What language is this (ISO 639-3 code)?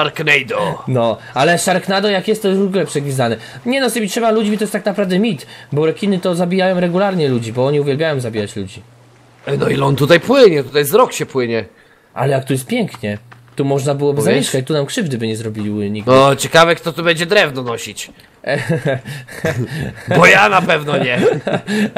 pol